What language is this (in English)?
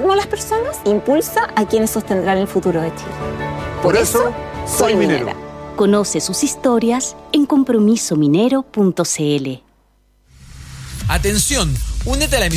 Spanish